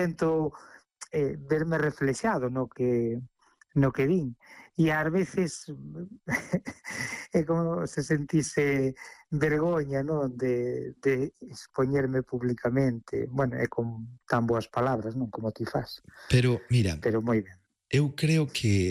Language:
Galician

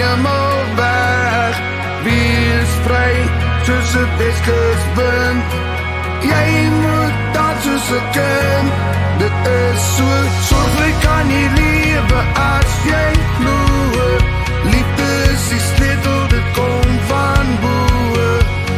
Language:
Afrikaans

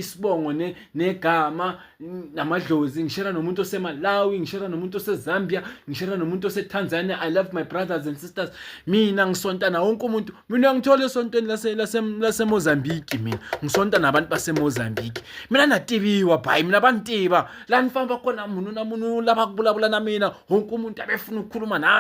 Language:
Zulu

